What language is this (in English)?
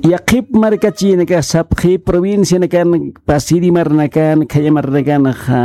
Aymara